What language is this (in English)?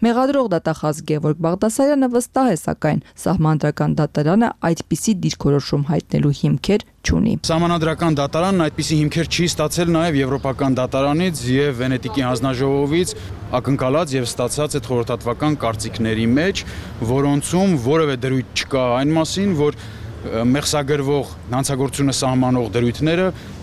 Armenian